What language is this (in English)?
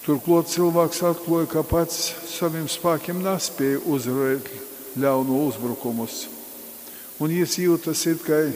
Latgalian